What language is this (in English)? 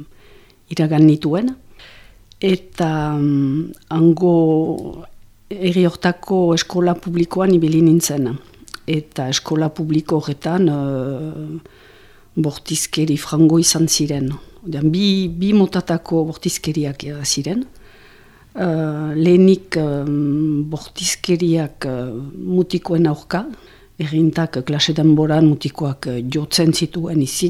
Basque